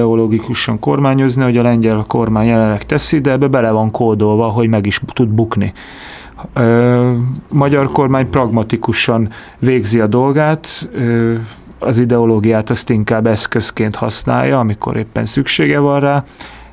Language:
Hungarian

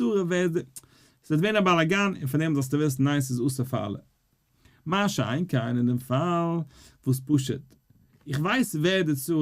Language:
Yiddish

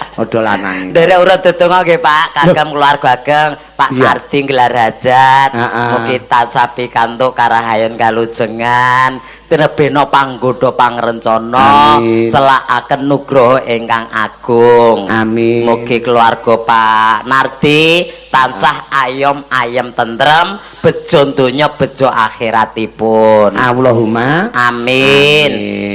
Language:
Javanese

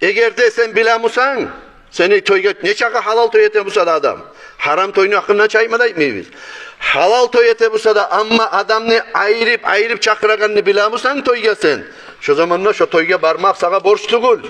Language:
Kumyk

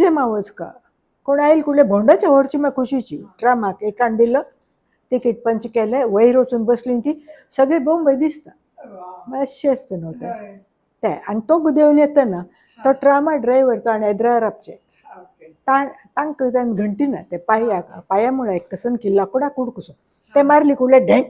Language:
Konkani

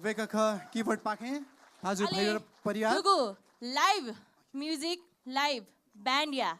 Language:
Newari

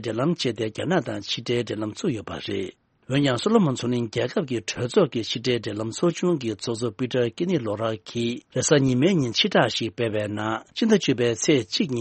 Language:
Tibetan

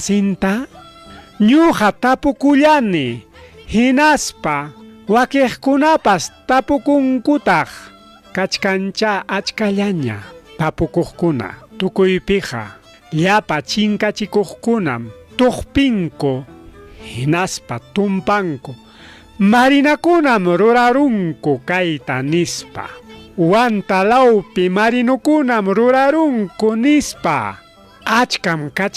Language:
Ayacucho Quechua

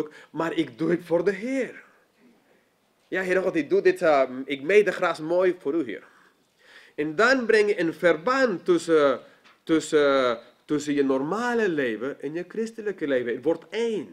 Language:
Dutch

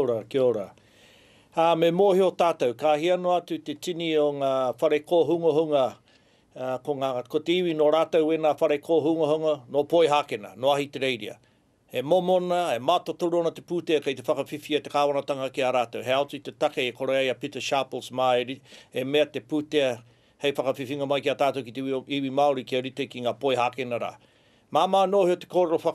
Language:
Māori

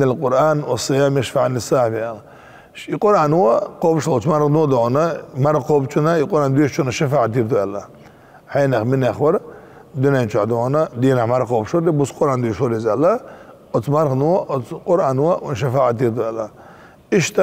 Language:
Chechen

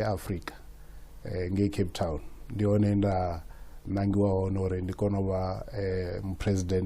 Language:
Venda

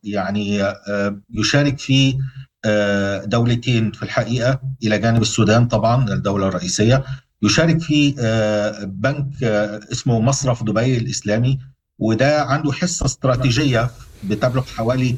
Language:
Sudanese Arabic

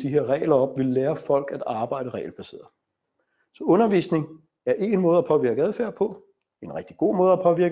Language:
Danish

